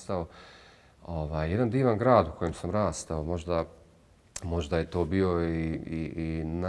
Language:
Bosnian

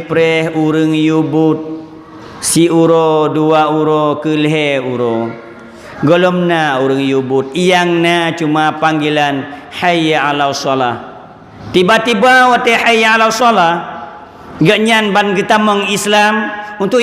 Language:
Achinese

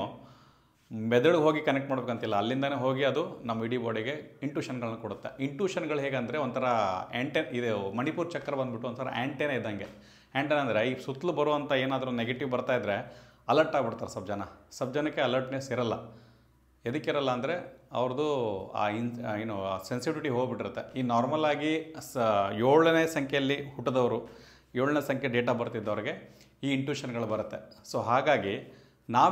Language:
Kannada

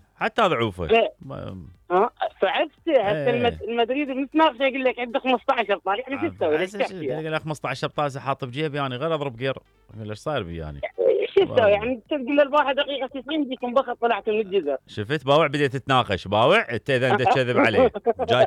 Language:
Mesopotamian Arabic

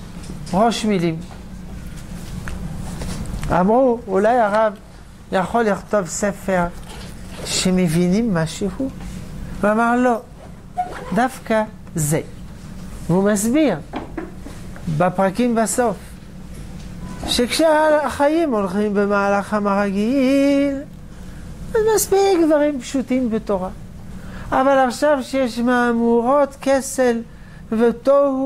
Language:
Hebrew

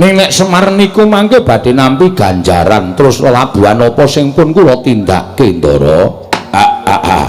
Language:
Javanese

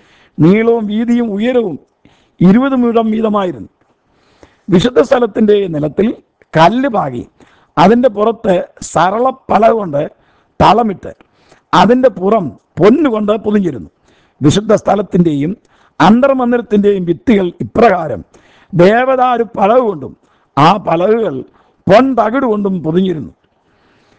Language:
Malayalam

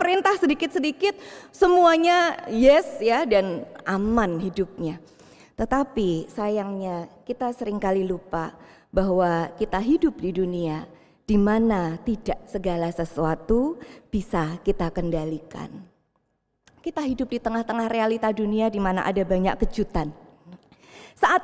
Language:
Indonesian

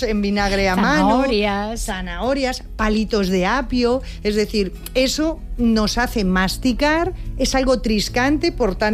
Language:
Spanish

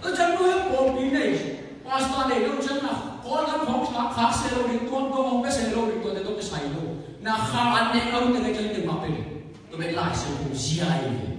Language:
Tedim Chin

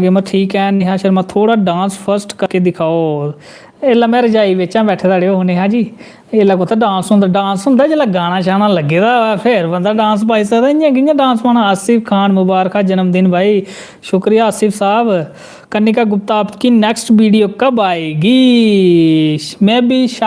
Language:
Dogri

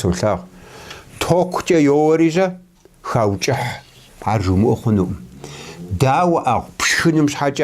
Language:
Kabardian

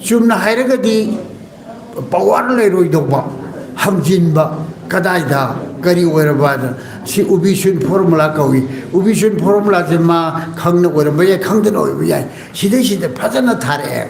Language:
Manipuri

